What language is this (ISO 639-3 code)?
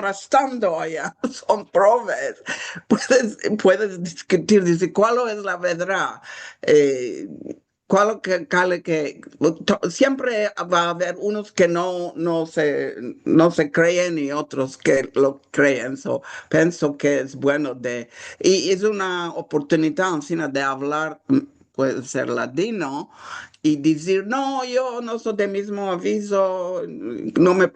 lad